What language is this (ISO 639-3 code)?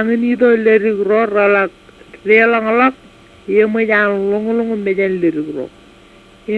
mah